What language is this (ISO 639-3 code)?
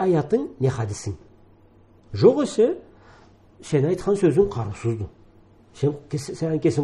krc